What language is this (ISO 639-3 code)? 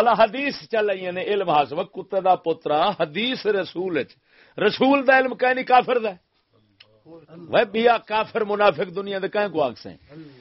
skr